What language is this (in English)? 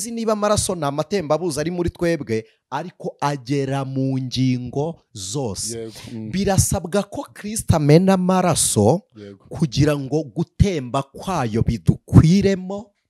Kinyarwanda